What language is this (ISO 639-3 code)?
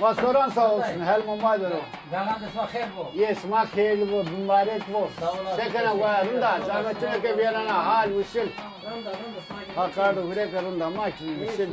zza